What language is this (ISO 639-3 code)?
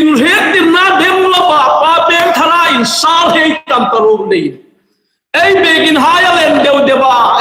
hmr